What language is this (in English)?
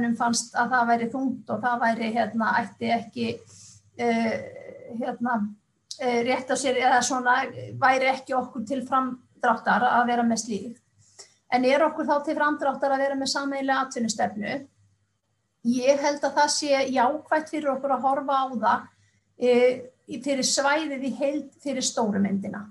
Icelandic